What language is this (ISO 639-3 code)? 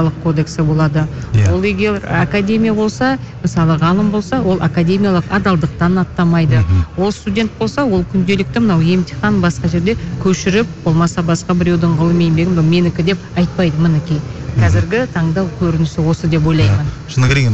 kaz